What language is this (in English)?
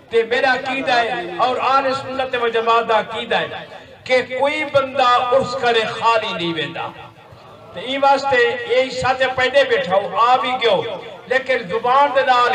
Saraiki